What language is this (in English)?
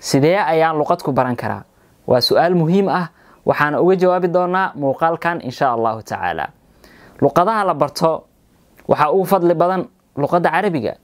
Somali